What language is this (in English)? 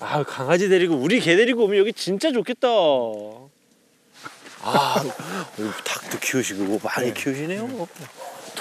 Korean